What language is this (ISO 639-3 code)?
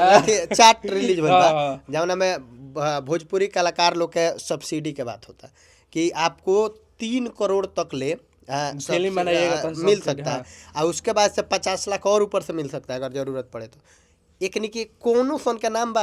bho